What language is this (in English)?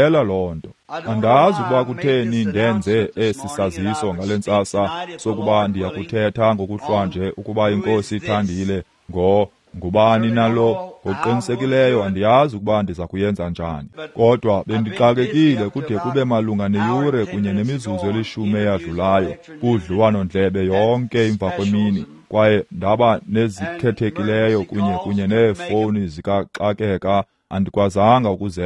Xhosa